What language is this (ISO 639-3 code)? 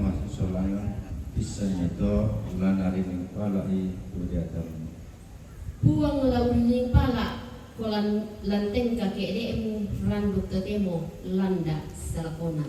sda